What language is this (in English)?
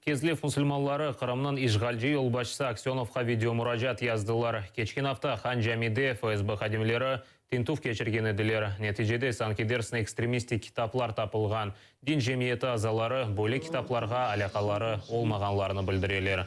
Crimean Tatar